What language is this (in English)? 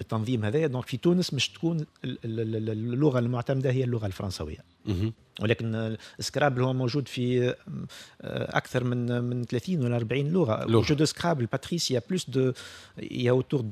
Tunisian Arabic